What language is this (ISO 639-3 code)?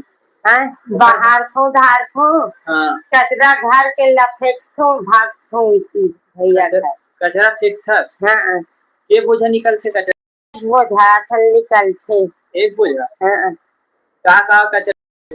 hne